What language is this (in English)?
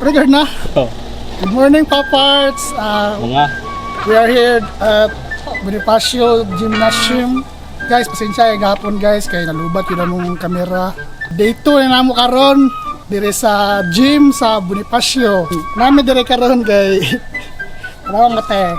Cebuano